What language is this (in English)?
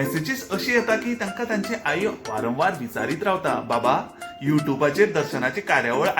Konkani